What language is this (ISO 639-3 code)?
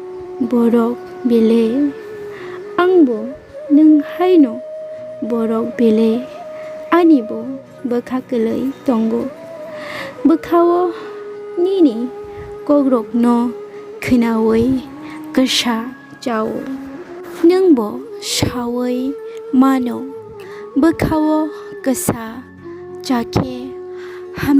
trp